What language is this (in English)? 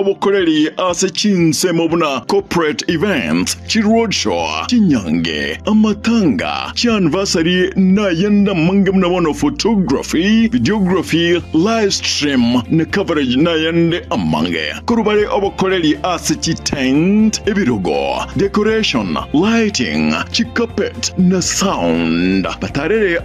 Gusii